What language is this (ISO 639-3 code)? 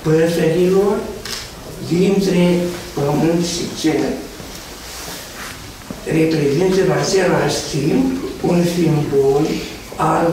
ron